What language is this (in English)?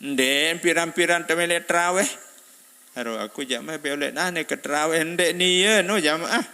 Sasak